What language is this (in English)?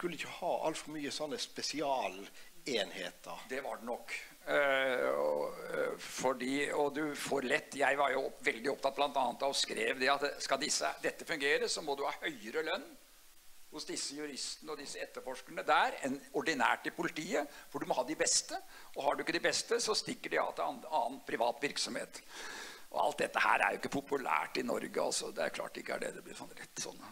Norwegian